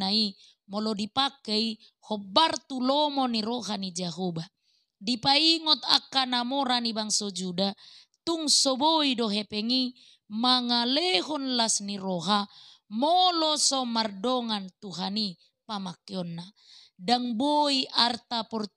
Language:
Batak Toba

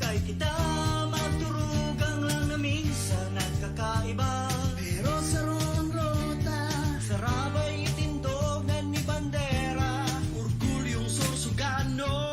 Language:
Bikol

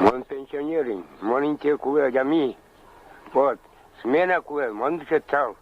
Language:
Udmurt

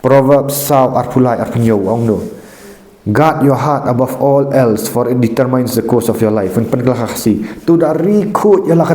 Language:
Khasi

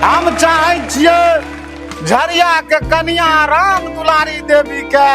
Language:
Maithili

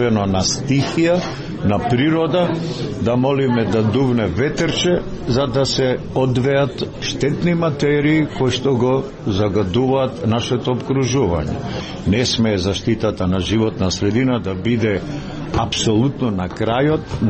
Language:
Macedonian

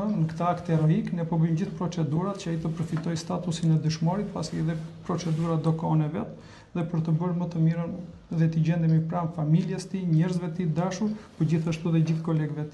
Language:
Albanian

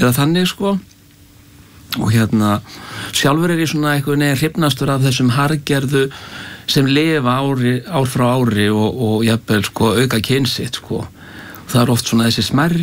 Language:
Icelandic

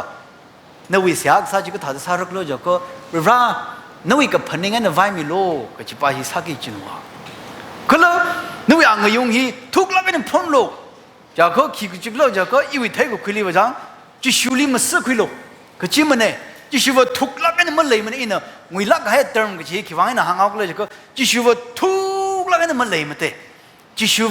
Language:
Tangkhul Naga (India)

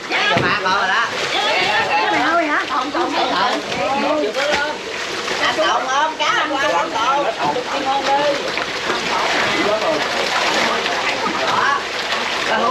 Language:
Vietnamese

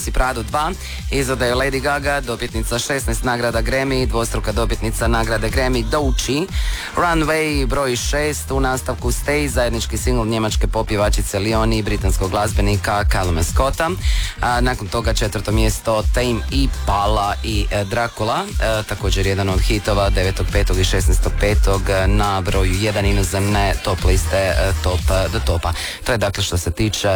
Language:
Croatian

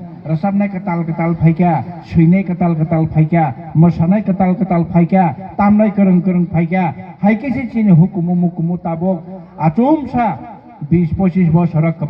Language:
Kok Borok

